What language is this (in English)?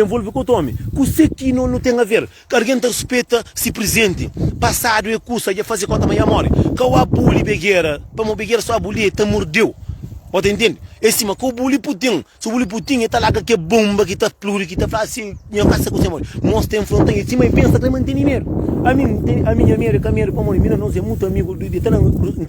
Kabuverdianu